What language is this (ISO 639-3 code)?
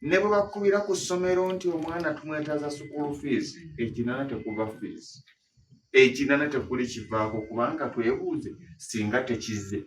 lug